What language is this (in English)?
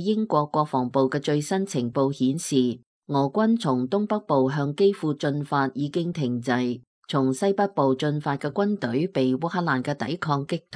Cantonese